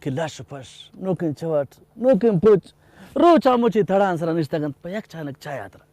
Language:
Eastern Balochi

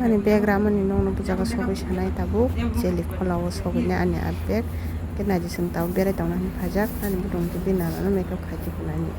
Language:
Kok Borok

